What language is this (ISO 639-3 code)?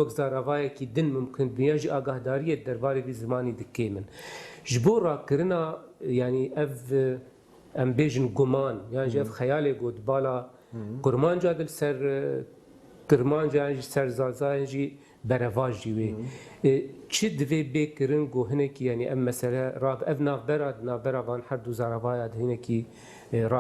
kur